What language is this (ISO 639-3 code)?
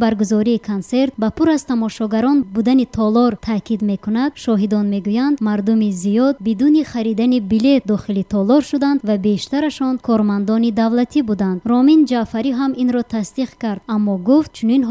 tgk